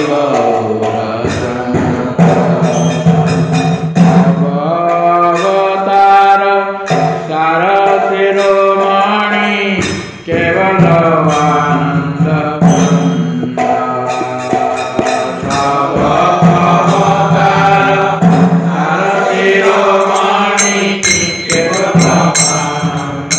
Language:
Odia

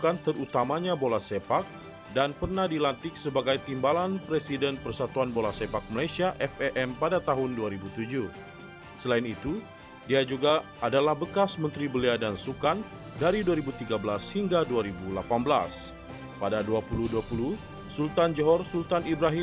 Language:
Malay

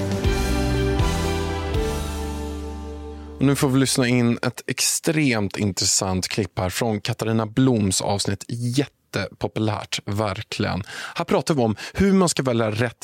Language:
Swedish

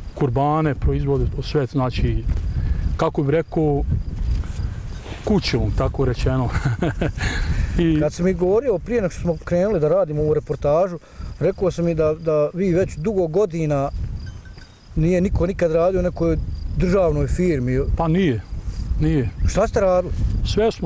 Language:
Bosnian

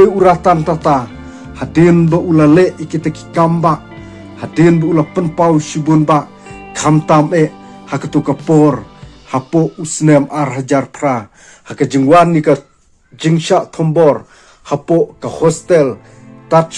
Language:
Khasi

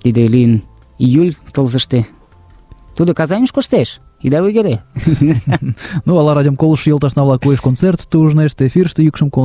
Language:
Mari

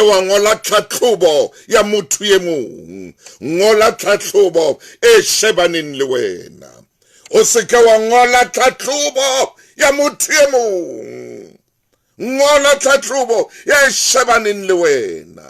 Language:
Southern Sotho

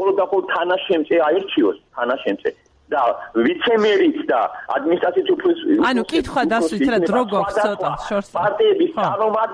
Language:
Georgian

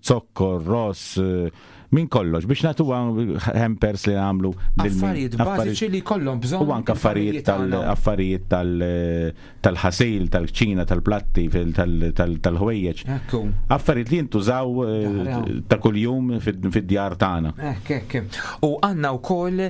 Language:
Maltese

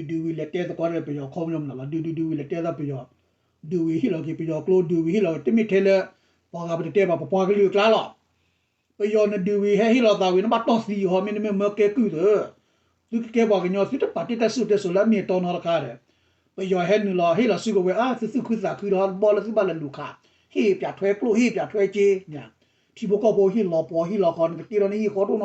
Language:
S'gaw Karen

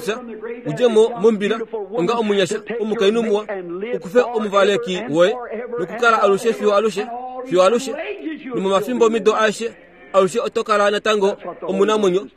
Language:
Kuanyama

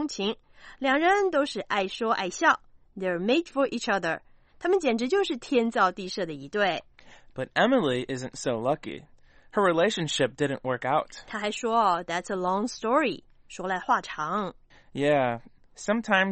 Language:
Chinese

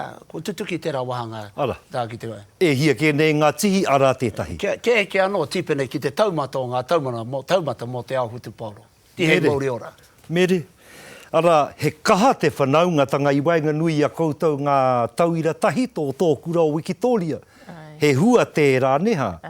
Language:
Māori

